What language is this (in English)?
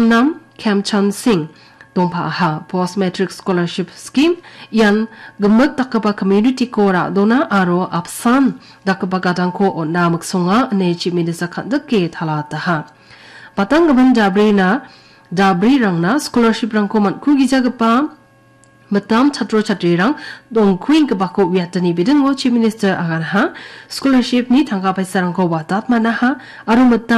Garo